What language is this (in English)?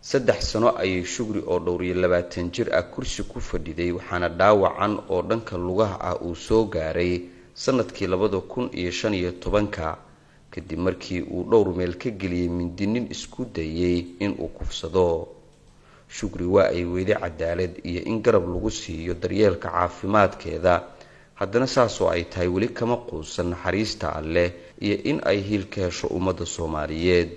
Somali